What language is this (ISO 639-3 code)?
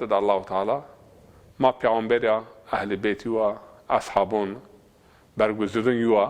zza